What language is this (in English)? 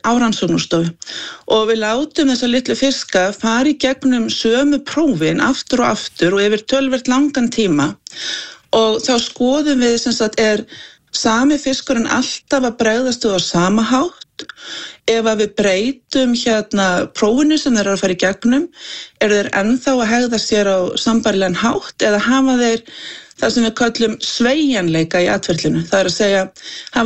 Icelandic